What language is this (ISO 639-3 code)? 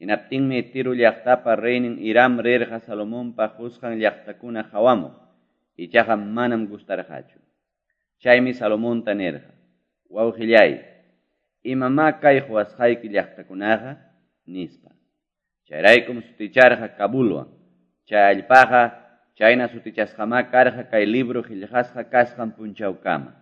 que